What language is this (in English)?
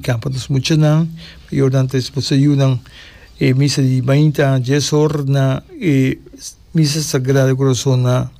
Papiamento